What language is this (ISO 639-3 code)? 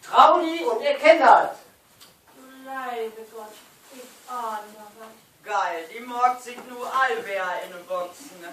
nds